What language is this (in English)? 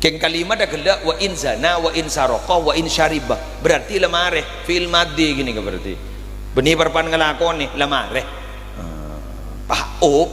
Madurese